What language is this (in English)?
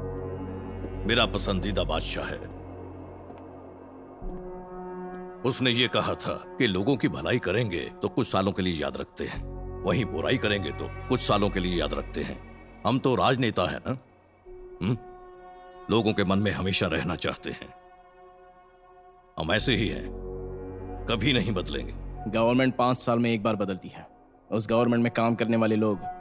Hindi